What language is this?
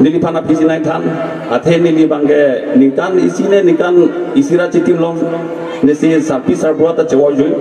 Karbi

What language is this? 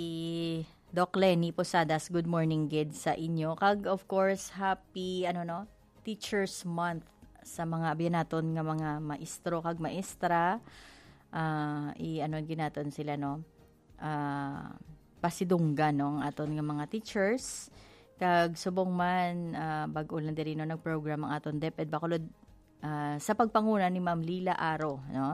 Hiligaynon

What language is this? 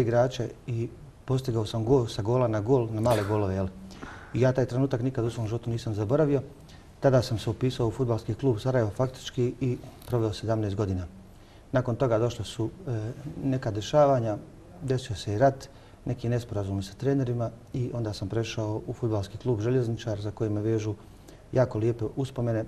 Bosnian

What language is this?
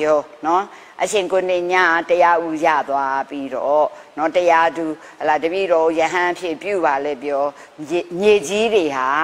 Burmese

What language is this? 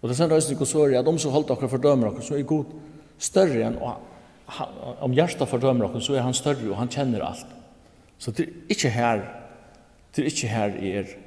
Faroese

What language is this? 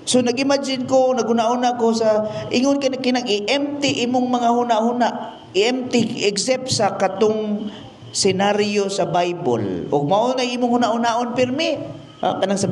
Cebuano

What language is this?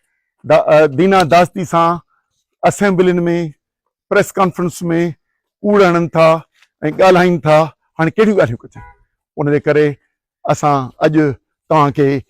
Sindhi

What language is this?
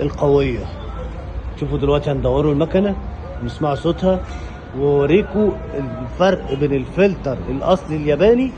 Egyptian Arabic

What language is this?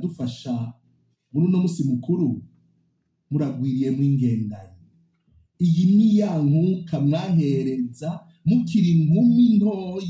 Rundi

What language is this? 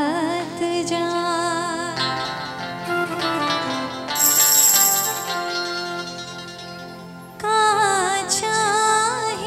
Bhojpuri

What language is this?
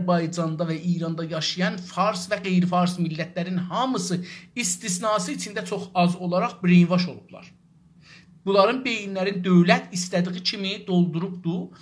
South Azerbaijani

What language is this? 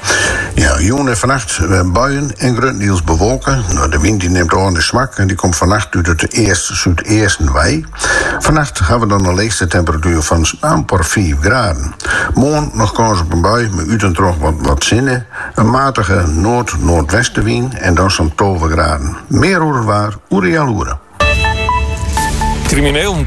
Dutch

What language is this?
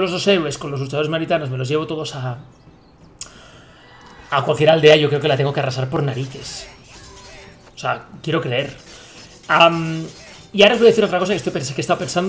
Spanish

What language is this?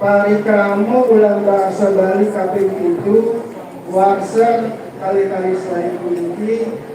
Balinese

